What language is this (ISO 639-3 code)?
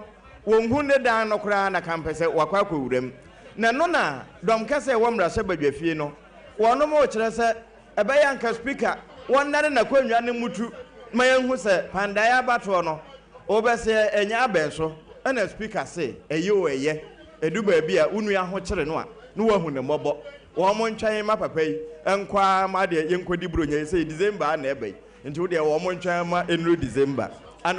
aka